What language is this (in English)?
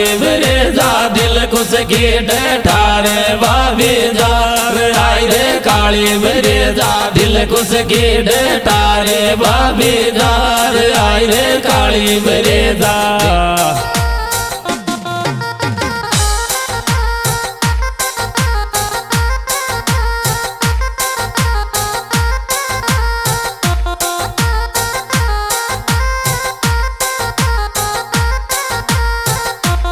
Hindi